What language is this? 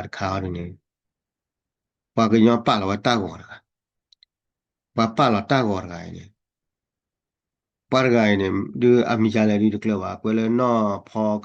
S'gaw Karen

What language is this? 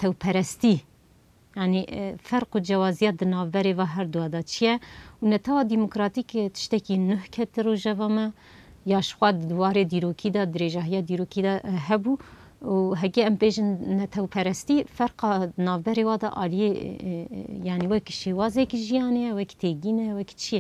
Kurdish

